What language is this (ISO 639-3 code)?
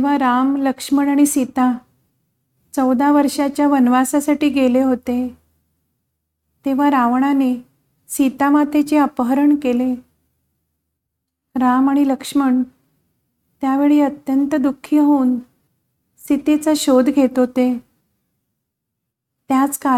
mar